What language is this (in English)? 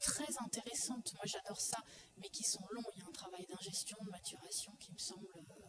French